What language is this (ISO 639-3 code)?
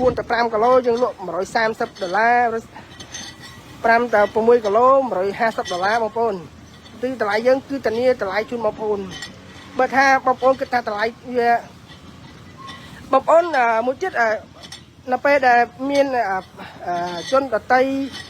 khm